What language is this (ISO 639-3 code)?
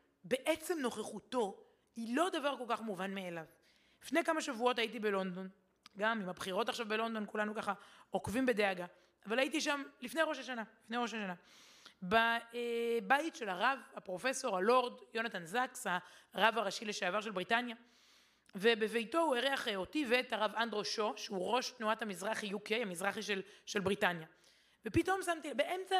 heb